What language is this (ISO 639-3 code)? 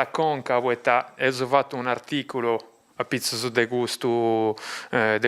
srd